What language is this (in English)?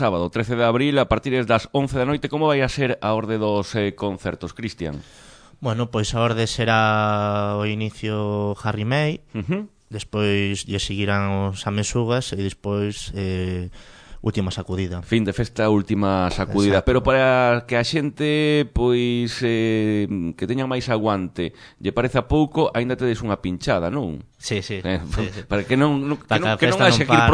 Galician